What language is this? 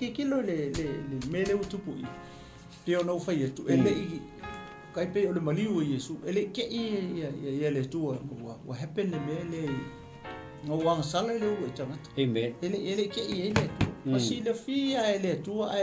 Samoan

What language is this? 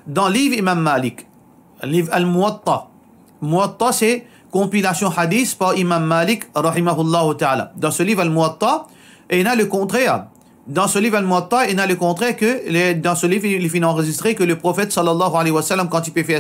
Morisyen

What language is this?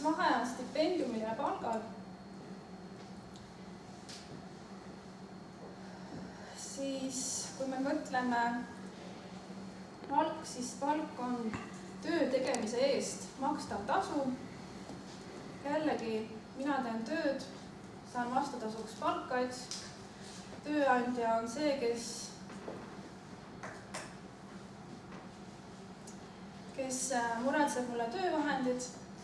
Estonian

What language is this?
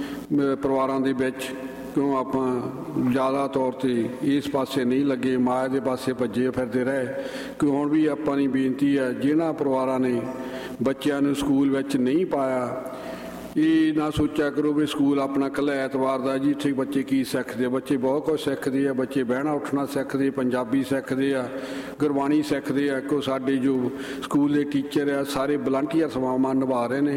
Punjabi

